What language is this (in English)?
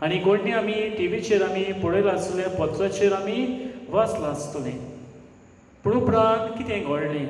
Konkani